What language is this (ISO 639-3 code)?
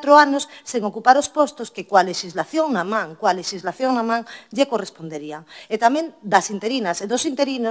glg